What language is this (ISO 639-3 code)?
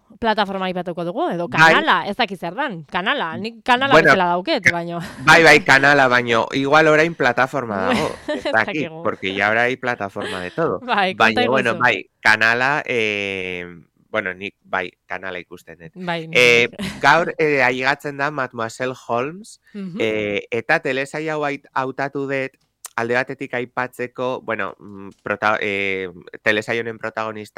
eus